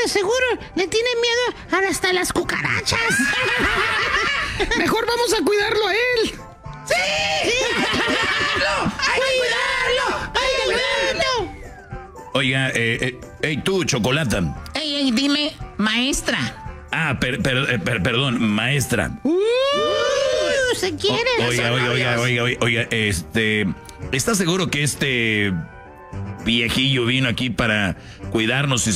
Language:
Spanish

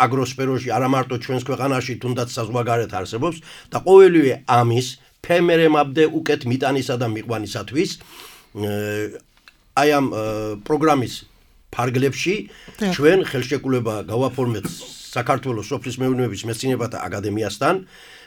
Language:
Georgian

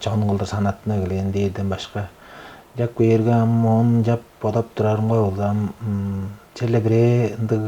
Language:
Tuvinian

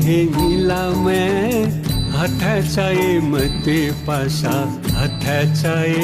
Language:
Newari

